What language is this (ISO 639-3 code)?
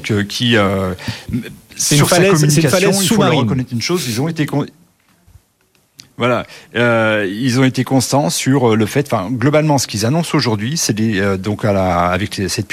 fra